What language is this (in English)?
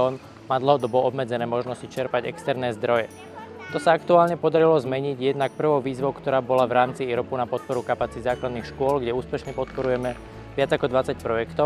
Slovak